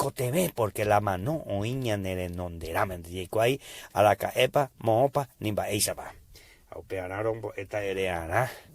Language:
Guarani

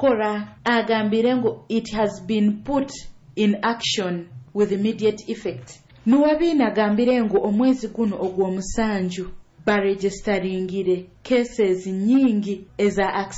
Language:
Nyoro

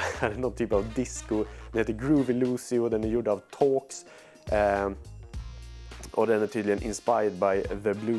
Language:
Swedish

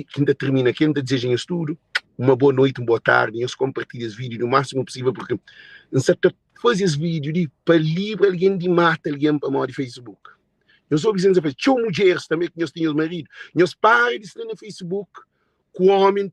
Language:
Kabuverdianu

